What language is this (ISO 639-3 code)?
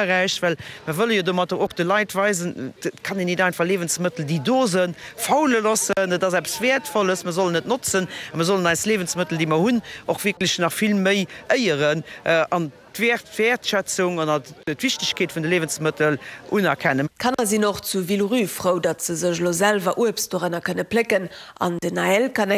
ltz